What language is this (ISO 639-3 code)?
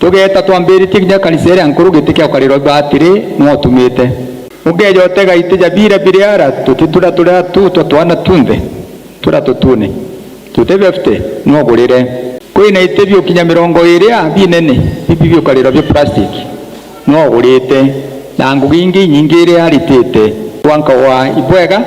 mer